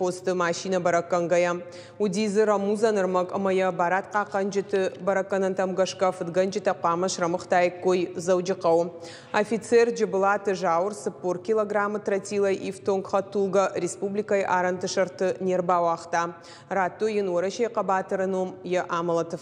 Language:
Ossetic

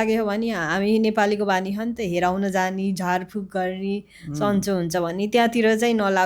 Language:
Nepali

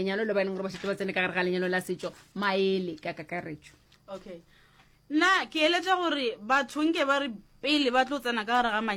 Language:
Northern Sotho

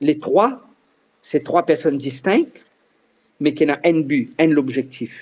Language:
Morisyen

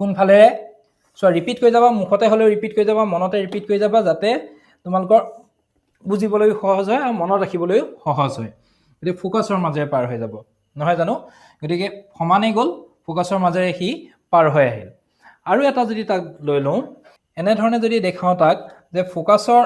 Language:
Assamese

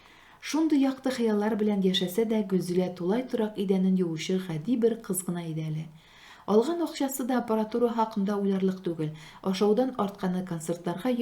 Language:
Tatar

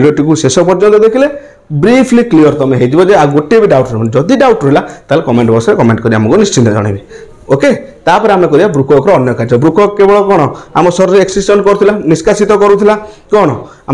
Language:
Odia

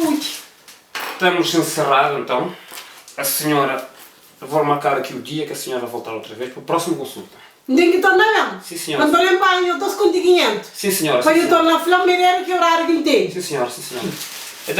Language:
Kabuverdianu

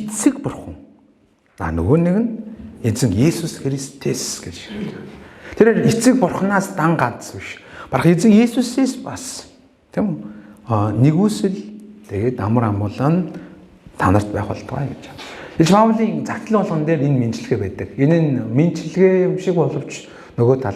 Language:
Mongolian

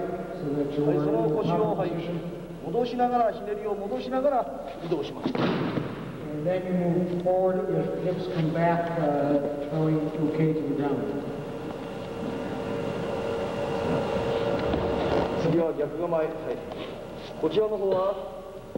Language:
Japanese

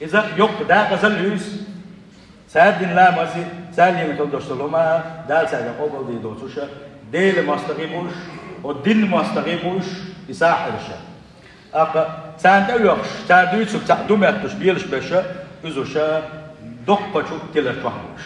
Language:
Chechen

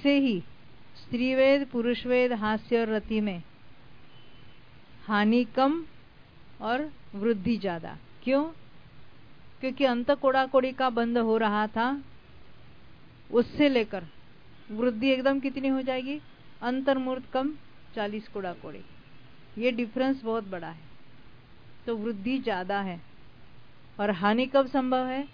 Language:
Hindi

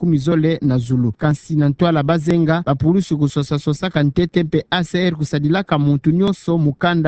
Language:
Kituba (Democratic Republic of Congo)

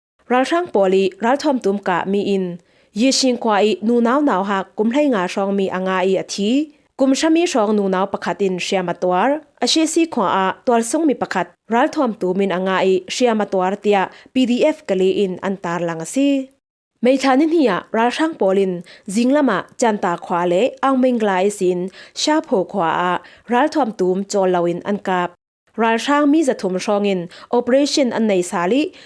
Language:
Falam Chin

